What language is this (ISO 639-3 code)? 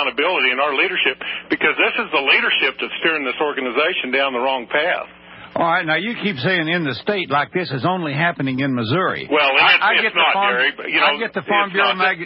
eng